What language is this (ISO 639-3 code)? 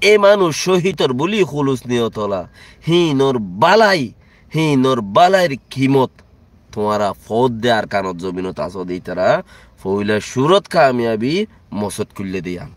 rhg